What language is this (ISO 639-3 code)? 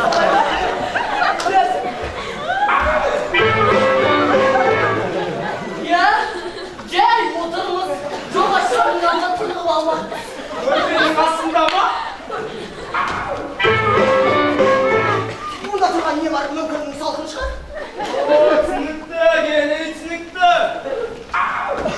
kaz